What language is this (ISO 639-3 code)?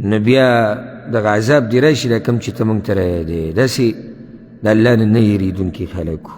pus